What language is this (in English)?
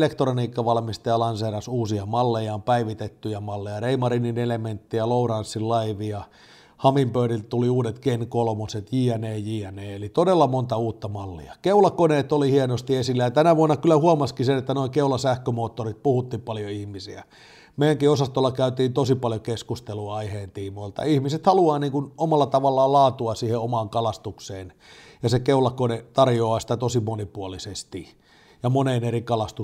Finnish